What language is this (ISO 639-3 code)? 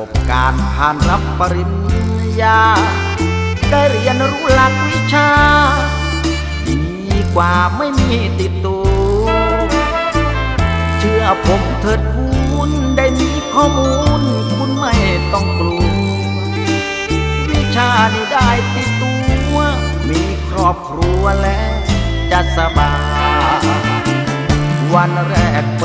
tha